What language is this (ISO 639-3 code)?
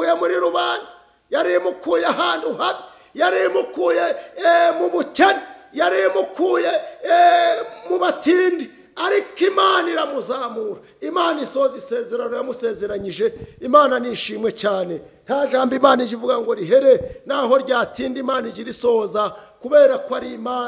kin